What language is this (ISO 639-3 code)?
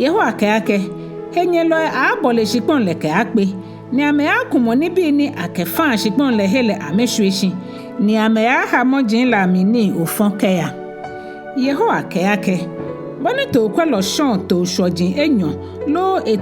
gaa